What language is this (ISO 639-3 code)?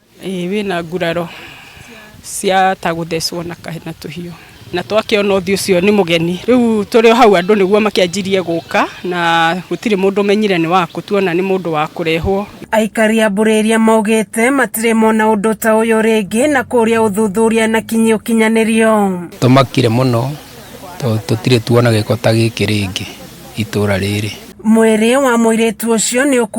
kik